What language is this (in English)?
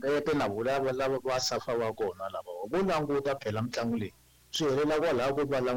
Tsonga